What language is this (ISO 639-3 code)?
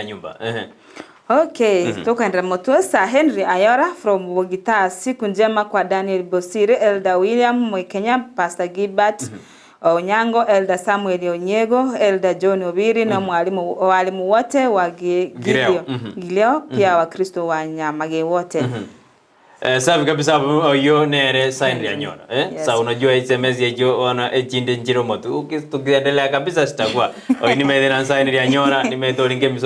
guz